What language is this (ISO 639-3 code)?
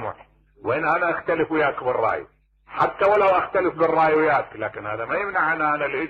acm